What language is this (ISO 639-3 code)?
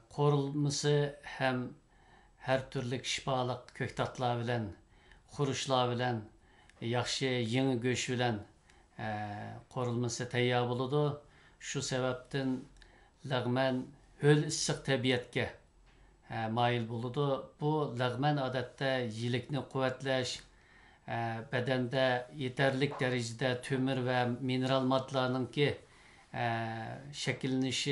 uig